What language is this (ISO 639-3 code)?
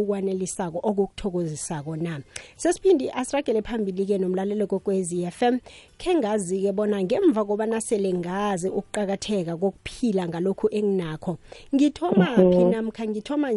nbl